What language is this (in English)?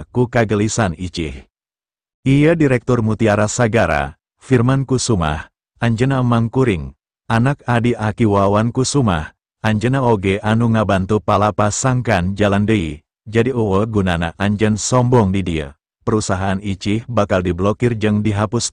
Sundanese